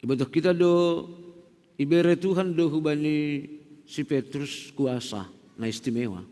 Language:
Batak Simalungun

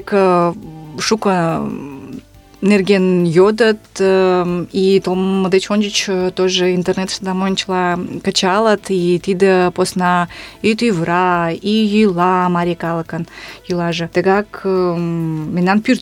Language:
Mari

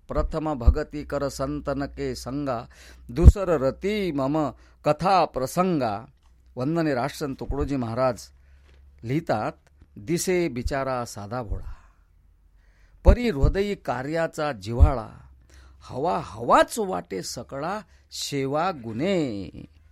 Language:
Marathi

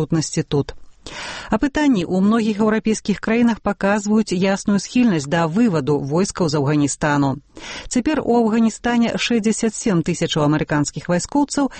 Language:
Belarusian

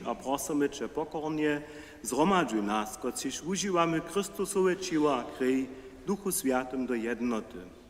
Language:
Upper Sorbian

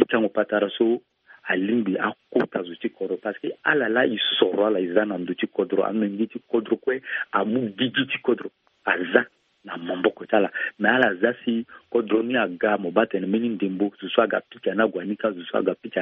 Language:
Sango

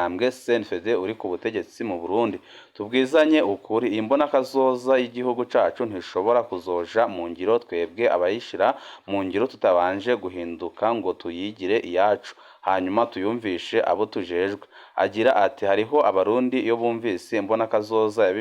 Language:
Rundi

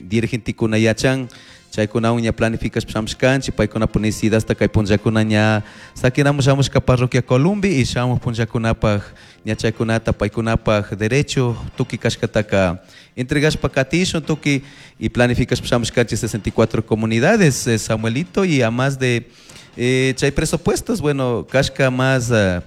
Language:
Chimborazo Highland Quichua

